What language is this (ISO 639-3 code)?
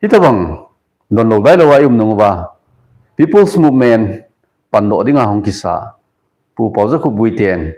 tcz